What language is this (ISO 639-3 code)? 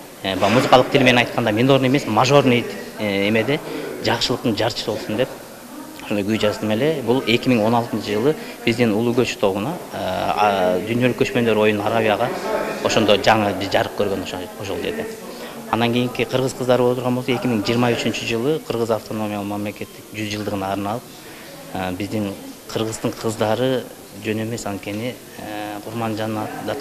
kir